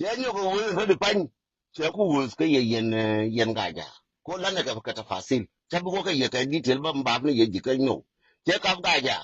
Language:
Nuer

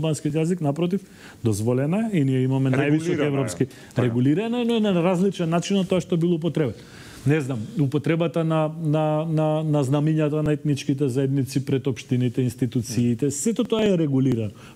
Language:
Macedonian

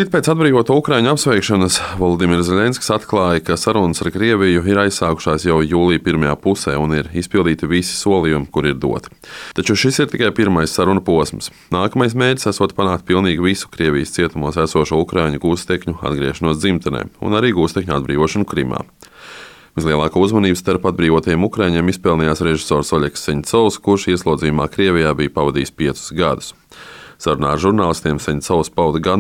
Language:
Latvian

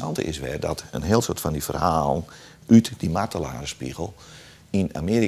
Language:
Western Frisian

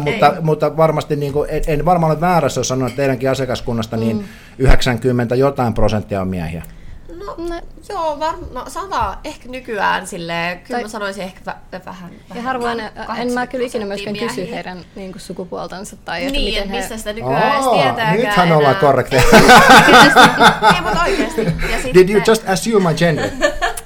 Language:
Finnish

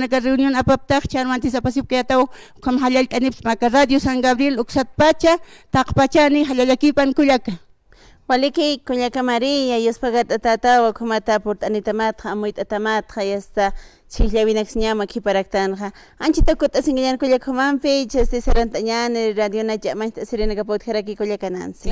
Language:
Aymara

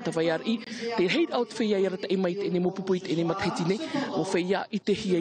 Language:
Tahitian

